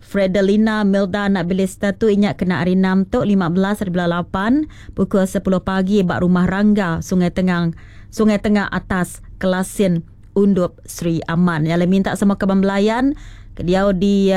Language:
Iban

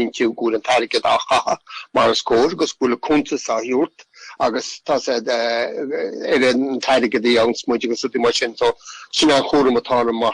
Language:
Irish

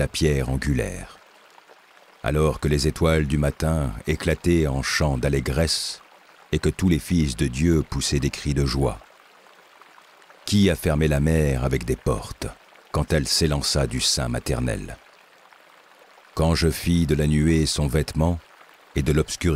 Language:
French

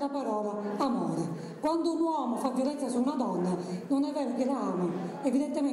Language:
Italian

